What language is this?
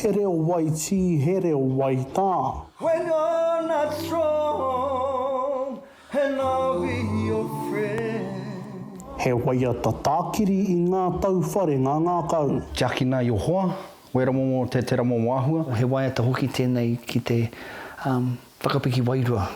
Māori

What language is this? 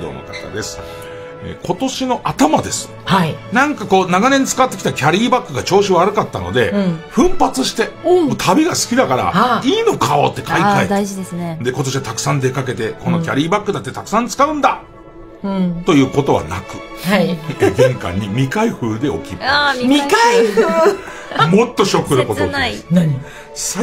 Japanese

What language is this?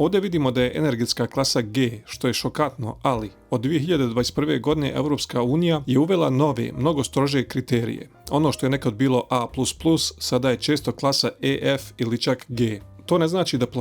Bosnian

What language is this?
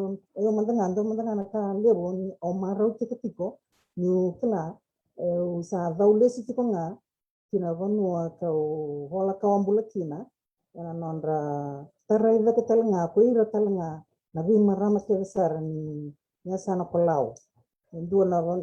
Fijian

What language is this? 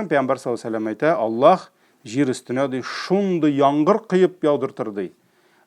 Tatar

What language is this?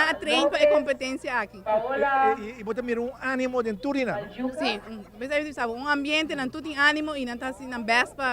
Papiamento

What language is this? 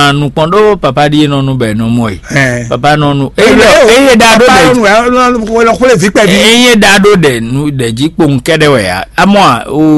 Fon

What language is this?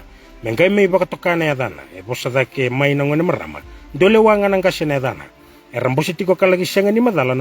Fijian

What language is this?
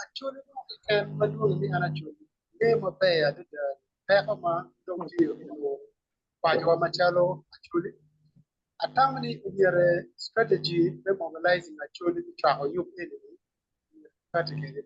Acoli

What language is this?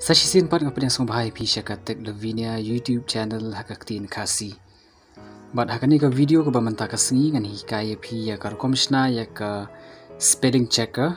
Khasi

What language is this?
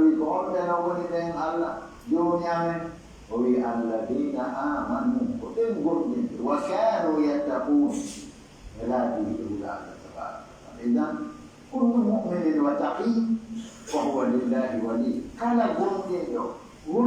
Pular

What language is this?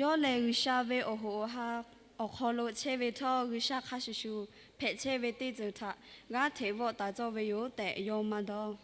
Lahu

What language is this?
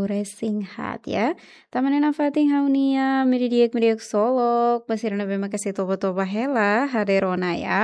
Tetum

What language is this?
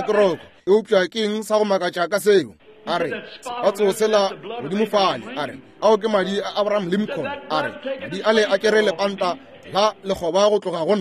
Northern Sotho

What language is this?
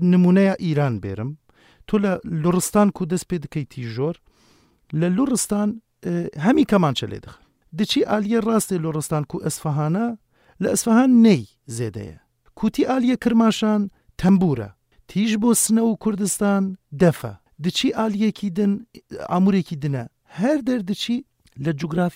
Kurdish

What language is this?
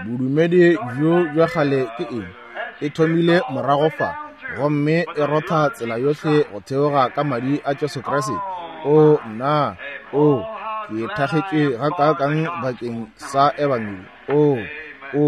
Northern Sotho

